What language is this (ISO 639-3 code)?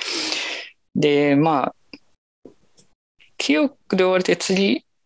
jpn